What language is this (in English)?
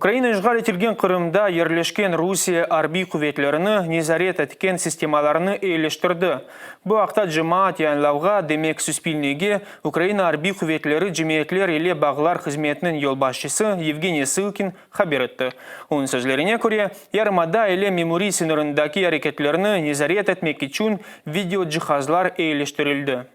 Crimean Tatar